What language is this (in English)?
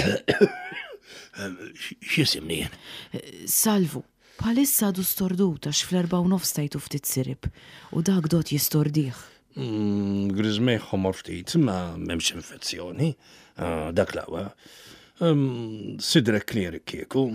Maltese